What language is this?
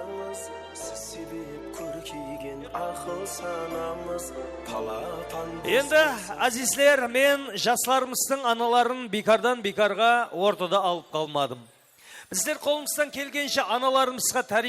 Kara-Kalpak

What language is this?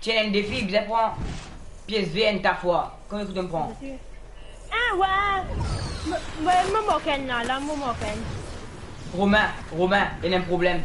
Morisyen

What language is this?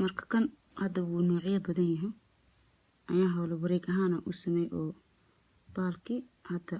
Somali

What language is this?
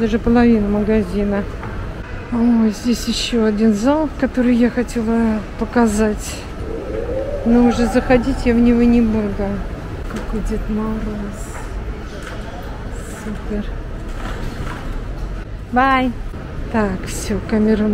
Russian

